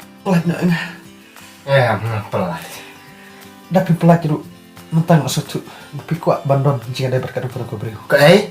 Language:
Khasi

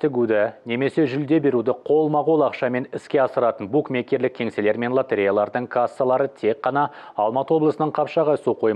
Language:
Kazakh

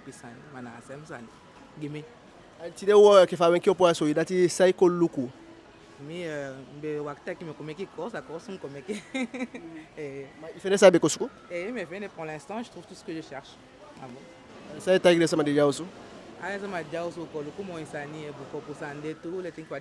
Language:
Eastern Maroon Creole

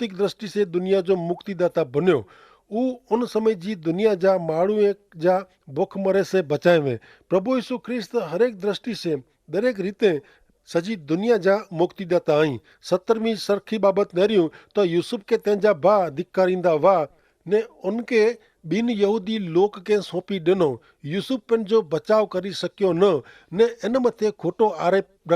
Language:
Kachhi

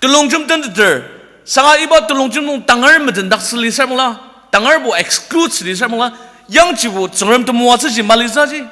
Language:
Ao Naga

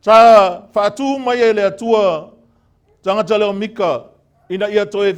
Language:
Samoan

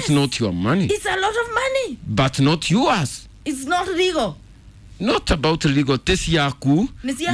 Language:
Kikuyu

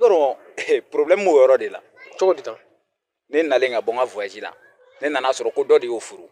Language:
Bambara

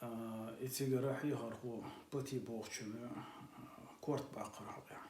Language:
Chechen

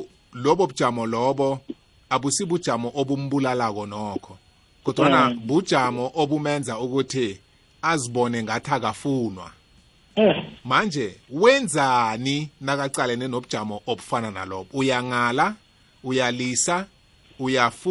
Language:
South Ndebele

